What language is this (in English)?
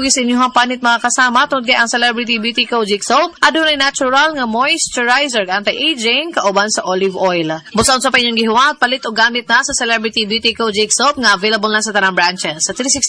Cebuano